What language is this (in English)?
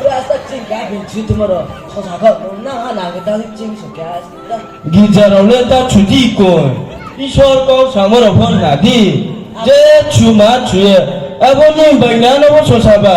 Riang (India)